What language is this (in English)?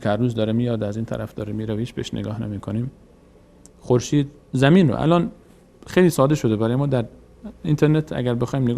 Persian